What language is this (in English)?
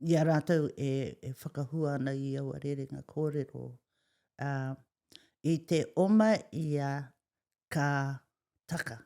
Māori